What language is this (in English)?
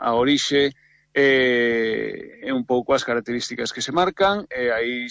Galician